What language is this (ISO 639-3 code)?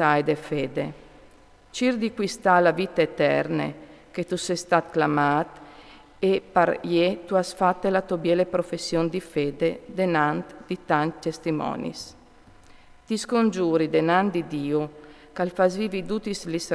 fur